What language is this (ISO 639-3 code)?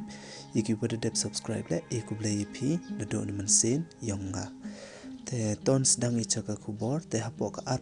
pbv